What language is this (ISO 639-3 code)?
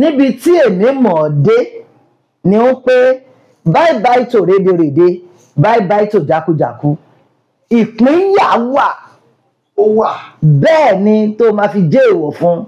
yor